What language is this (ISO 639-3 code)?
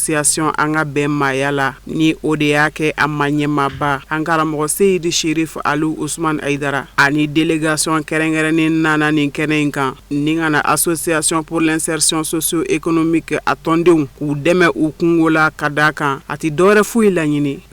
bam